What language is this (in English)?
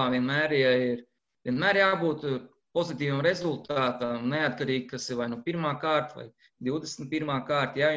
Latvian